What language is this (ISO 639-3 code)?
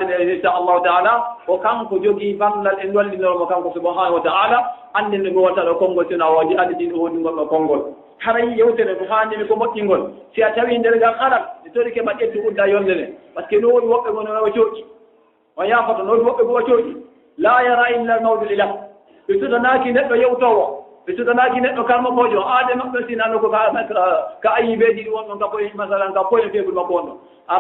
ful